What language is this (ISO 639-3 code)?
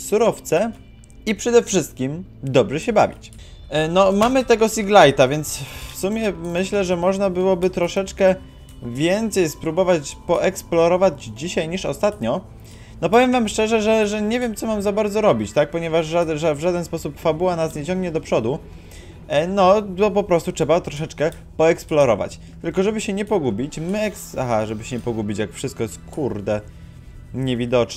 pol